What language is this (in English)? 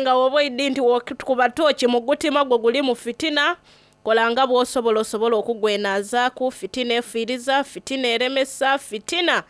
Soga